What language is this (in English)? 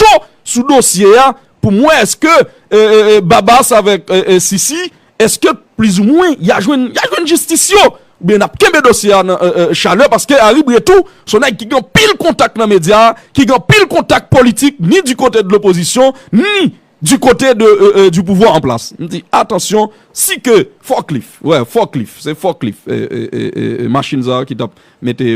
Haitian Creole